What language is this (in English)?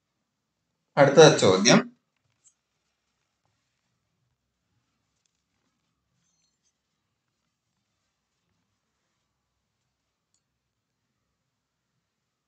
Malayalam